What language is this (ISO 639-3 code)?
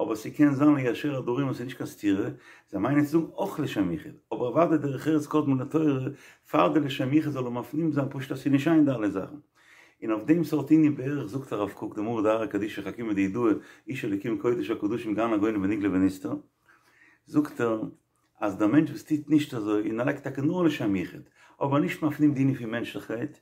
yid